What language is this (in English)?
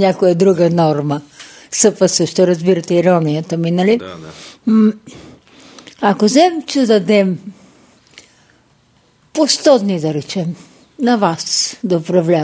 Bulgarian